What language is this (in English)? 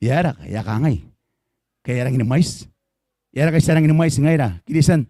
Gilbertese